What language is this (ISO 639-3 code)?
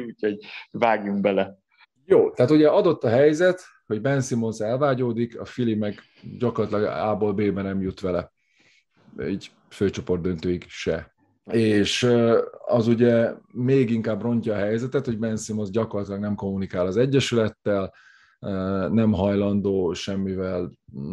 hun